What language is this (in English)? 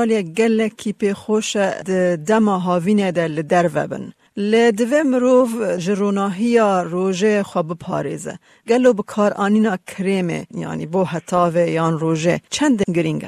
Kurdish